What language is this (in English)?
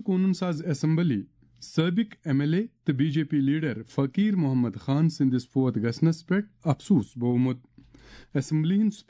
Kashmiri